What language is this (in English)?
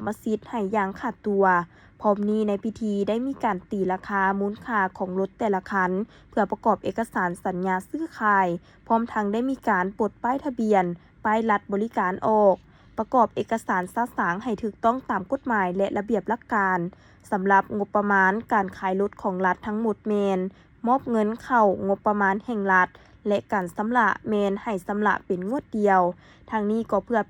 Lao